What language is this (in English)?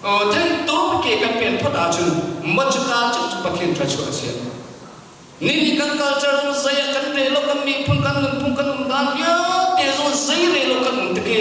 Hakha Chin